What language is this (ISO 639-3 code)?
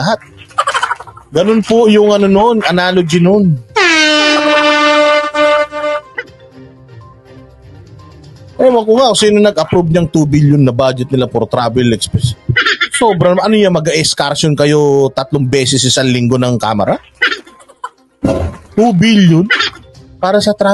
fil